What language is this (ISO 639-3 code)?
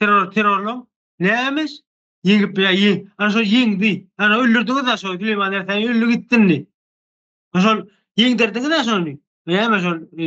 tuk